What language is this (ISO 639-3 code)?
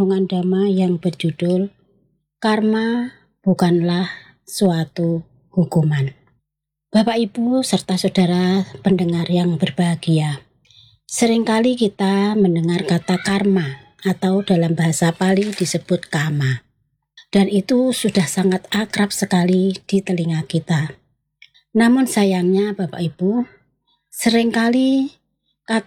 ind